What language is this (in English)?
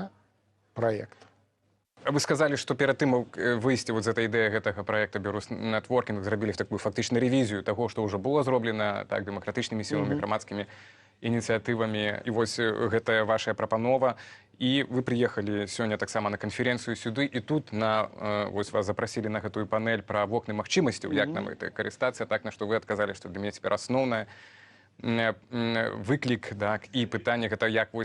Belarusian